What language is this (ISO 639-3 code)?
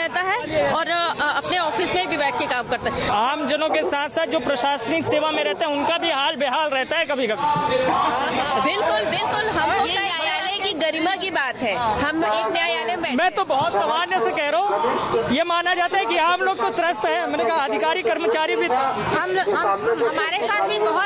hin